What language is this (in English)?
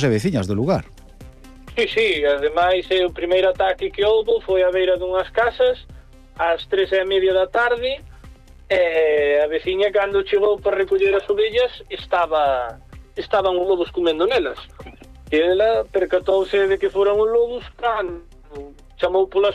Galician